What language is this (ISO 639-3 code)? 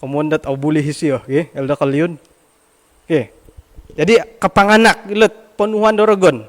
dtp